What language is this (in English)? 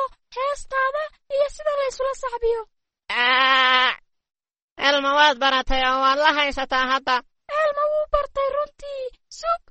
Somali